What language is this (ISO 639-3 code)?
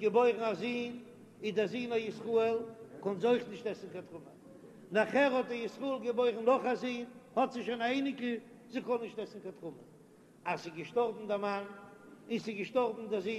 yid